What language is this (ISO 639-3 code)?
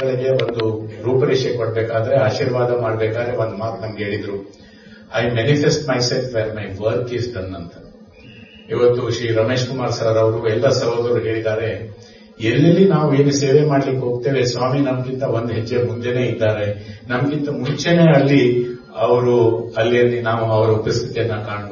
kan